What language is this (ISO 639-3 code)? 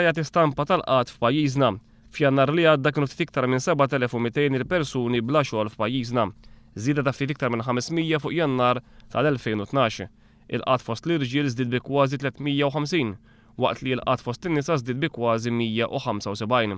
mlt